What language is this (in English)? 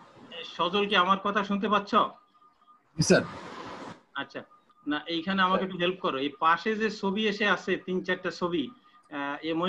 Bangla